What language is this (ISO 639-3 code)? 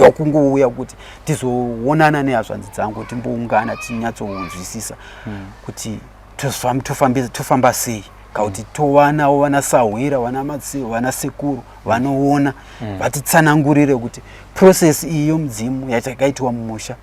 sna